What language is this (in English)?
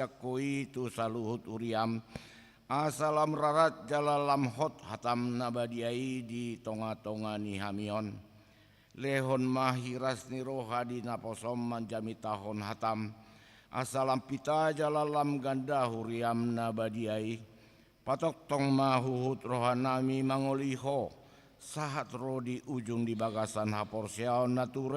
Batak Toba